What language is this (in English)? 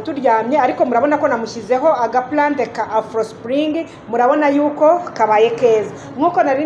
Kinyarwanda